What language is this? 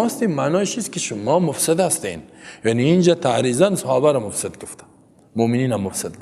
Persian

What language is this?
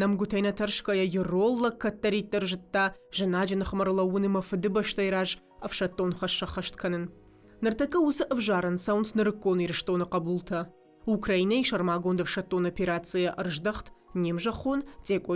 Ossetic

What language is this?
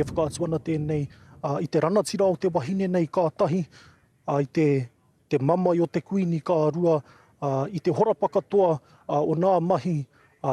Māori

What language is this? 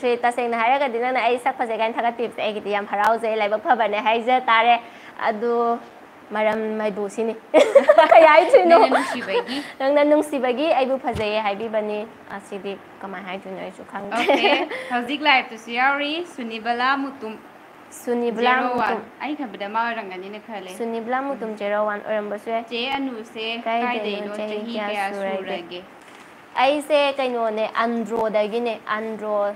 Manipuri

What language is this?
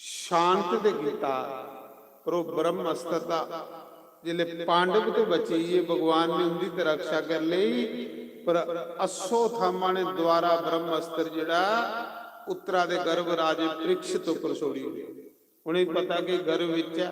Dogri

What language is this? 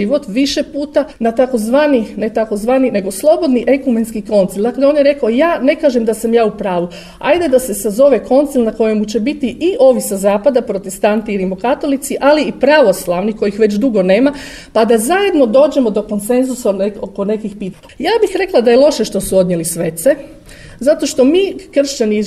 Croatian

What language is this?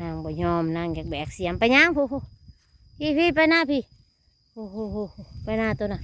Northeastern Thai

